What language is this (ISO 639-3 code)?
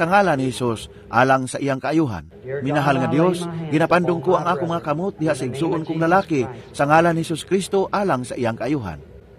ceb